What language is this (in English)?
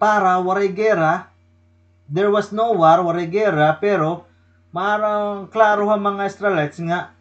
Waray